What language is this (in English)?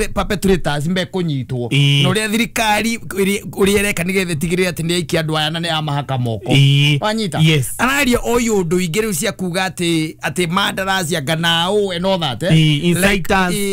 Kikuyu